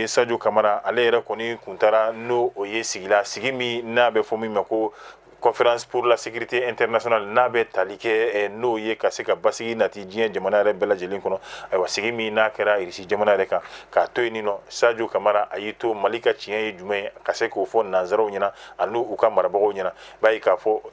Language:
Bambara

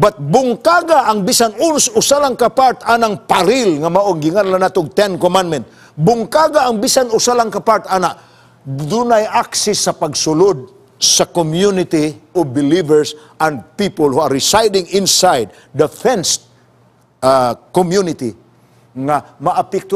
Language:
Cebuano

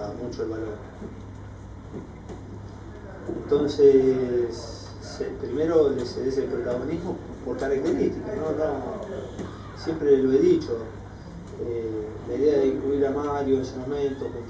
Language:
Spanish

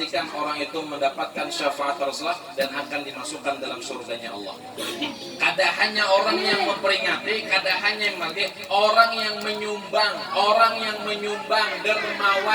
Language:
Banjar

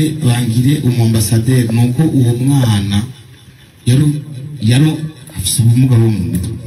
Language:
Rundi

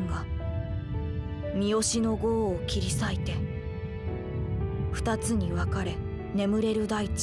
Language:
Japanese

